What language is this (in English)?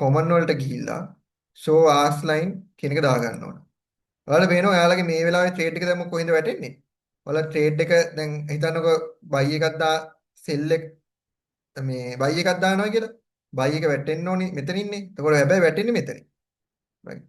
Sinhala